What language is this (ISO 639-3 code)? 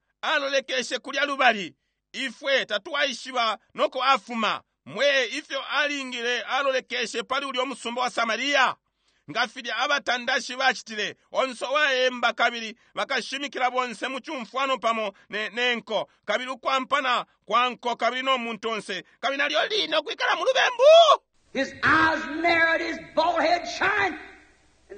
bem